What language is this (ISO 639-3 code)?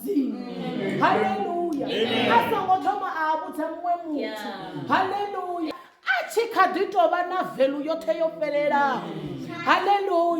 ven